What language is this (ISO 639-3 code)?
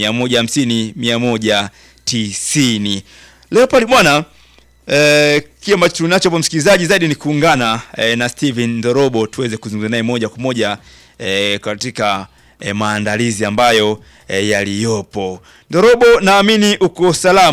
swa